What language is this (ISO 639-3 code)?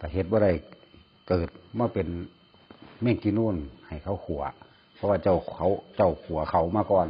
tts